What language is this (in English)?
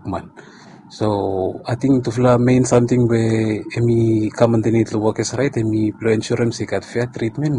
Bislama